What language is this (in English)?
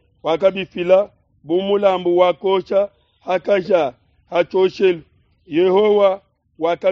Luba-Lulua